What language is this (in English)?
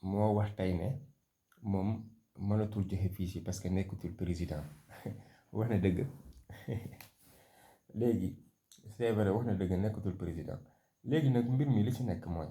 Wolof